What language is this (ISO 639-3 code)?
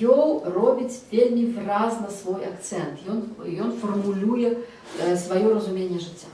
bel